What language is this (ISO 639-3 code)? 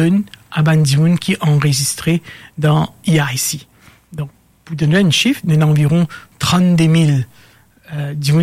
mfe